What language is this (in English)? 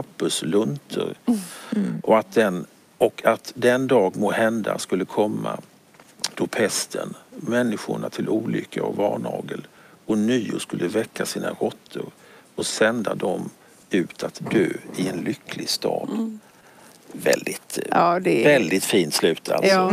Swedish